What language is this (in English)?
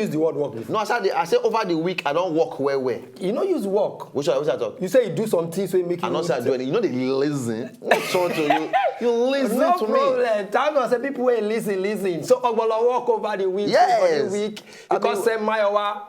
Nigerian Pidgin